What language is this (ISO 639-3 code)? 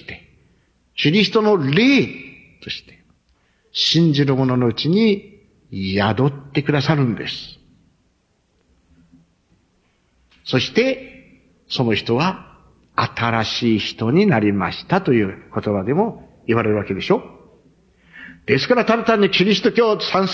jpn